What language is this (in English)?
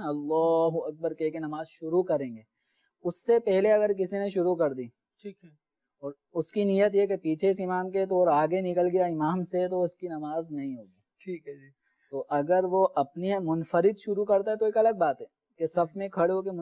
Urdu